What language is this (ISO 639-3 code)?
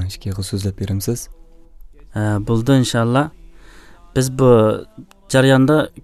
uig